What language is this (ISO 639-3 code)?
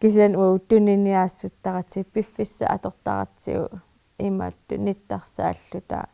kal